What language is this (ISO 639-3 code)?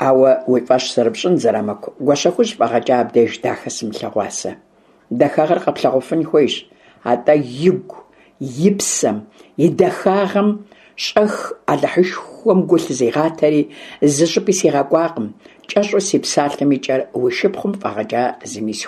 kbd